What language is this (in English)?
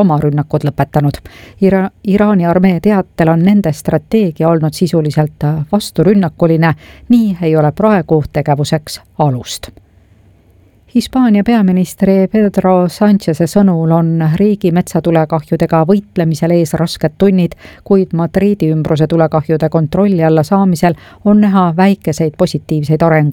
Estonian